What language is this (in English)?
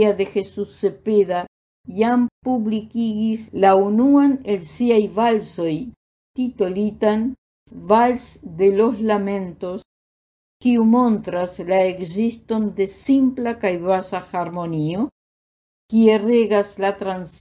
Esperanto